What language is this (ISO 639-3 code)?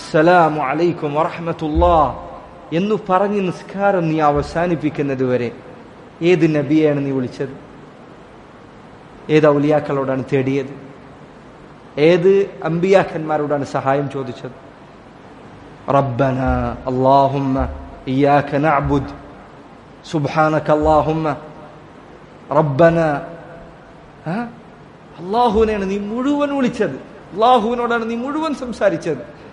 mal